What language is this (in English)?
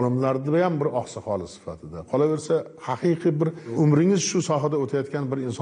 Uzbek